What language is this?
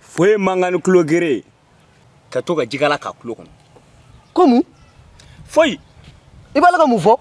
Bambara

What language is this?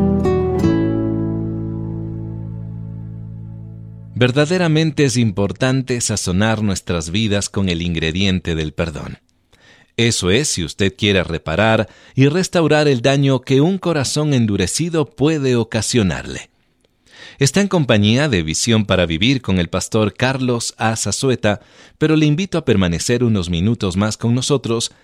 Spanish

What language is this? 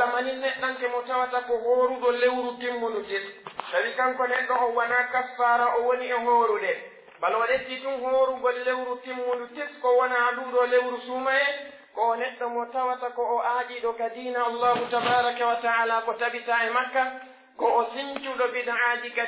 Pular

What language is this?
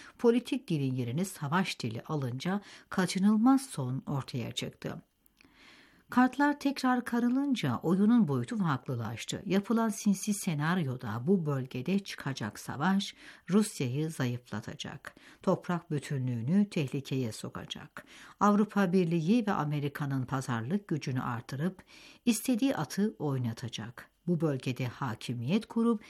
Turkish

